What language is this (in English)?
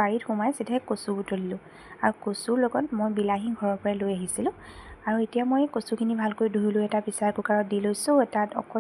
Assamese